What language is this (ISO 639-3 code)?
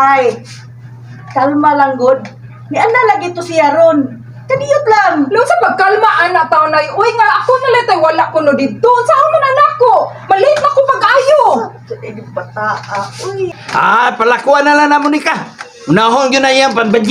ceb